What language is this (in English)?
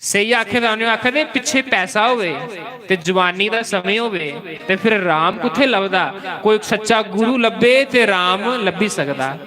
Dogri